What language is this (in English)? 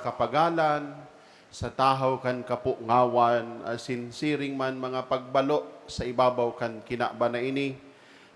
Bikol